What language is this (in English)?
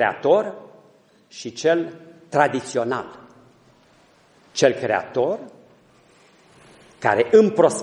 Romanian